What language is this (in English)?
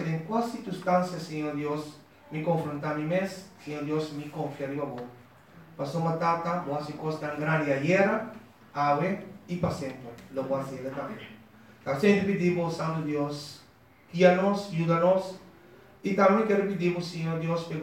Papiamento